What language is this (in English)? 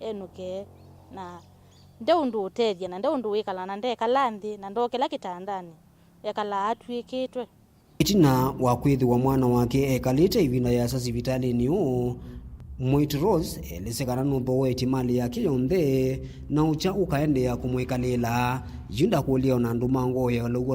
Kamba